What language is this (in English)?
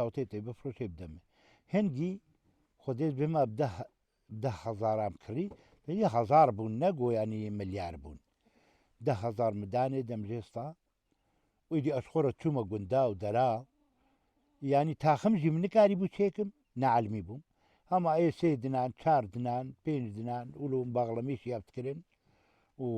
Kurdish